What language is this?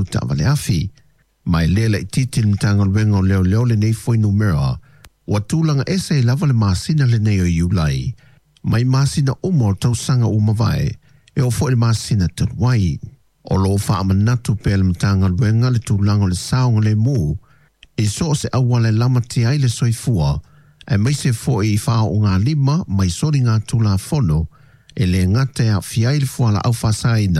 Samoan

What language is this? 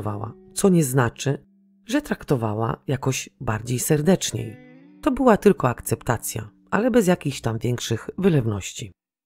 Polish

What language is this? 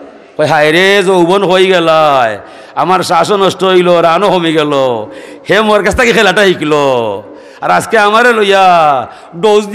Sylheti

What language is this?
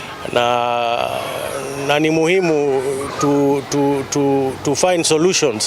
Meru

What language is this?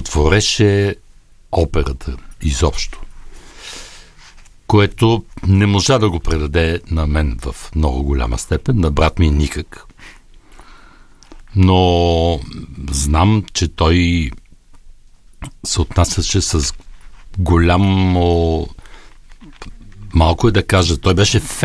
Bulgarian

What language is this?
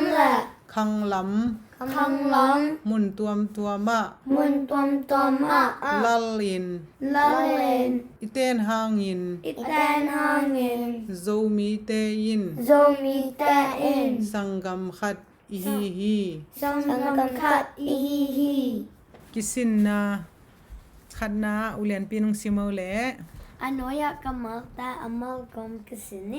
Tedim Chin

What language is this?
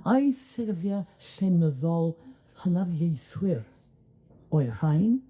Welsh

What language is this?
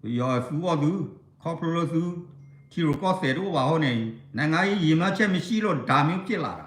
S'gaw Karen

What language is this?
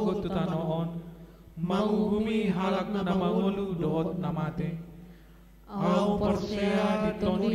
Batak Toba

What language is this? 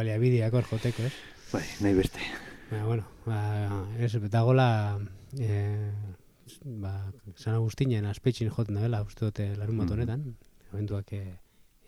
Basque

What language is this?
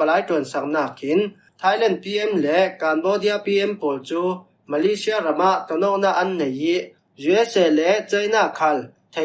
Falam Chin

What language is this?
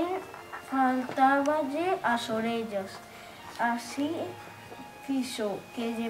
Galician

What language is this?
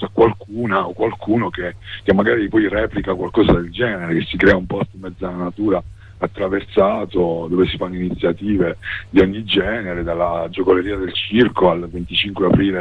Italian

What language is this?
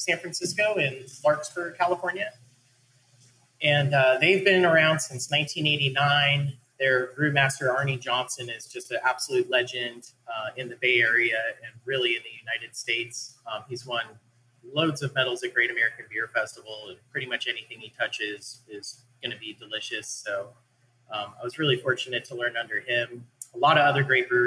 English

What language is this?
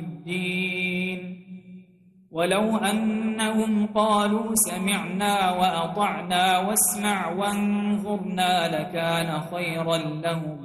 Arabic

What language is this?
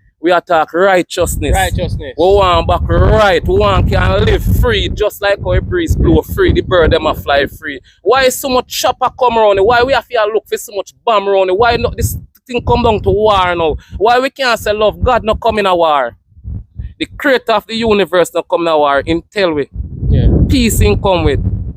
Jamaican Creole English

